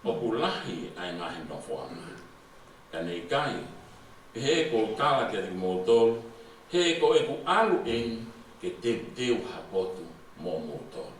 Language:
Tongan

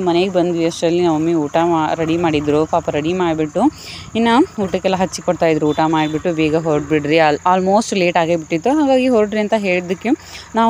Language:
Kannada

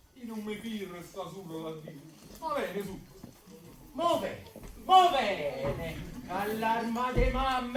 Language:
Neapolitan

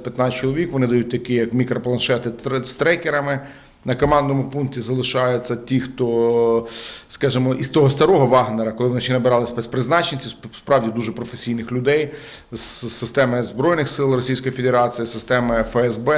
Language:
Ukrainian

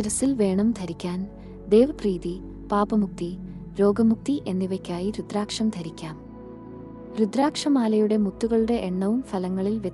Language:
Malayalam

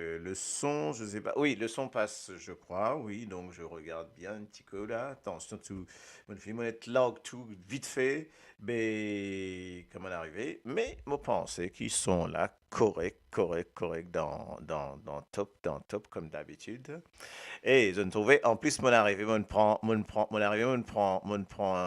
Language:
Morisyen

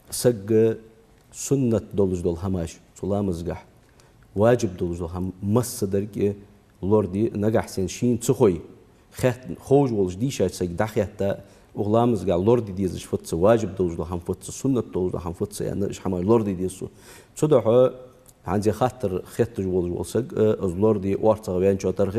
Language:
Ingush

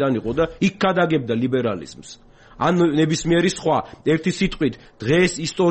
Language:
Georgian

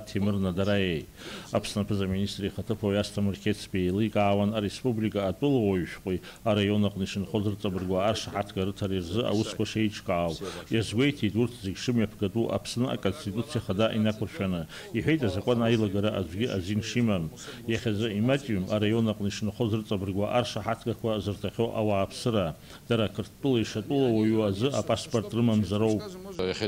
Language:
Abkhazian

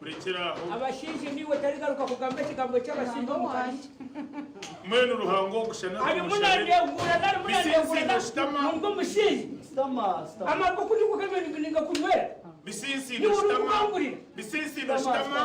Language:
Nyankole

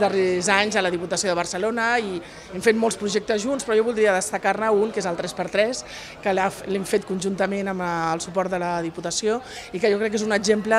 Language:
Catalan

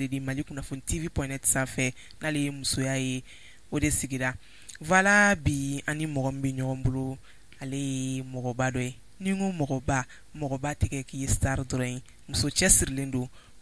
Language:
Bambara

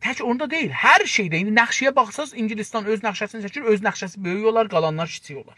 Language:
South Azerbaijani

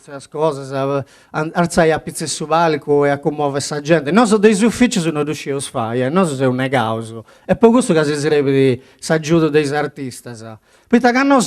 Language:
Sardinian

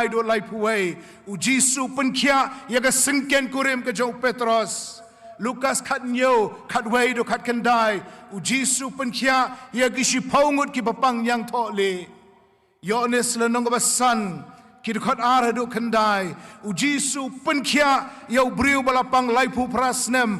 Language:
Khasi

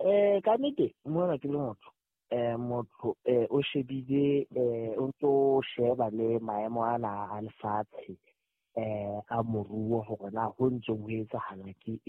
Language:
Southern Sotho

